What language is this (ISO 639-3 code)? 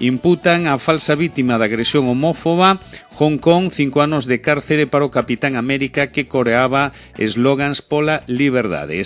glg